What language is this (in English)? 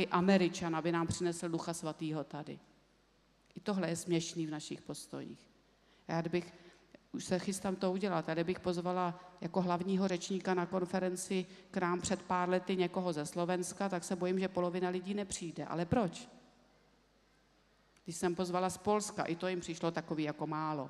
Czech